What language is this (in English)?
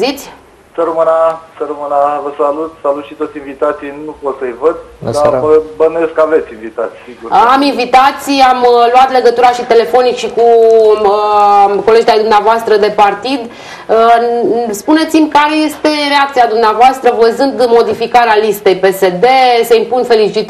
Romanian